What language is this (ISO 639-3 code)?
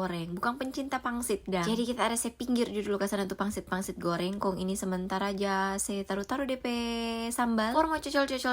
xmm